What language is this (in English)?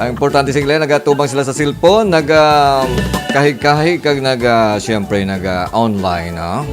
Hiligaynon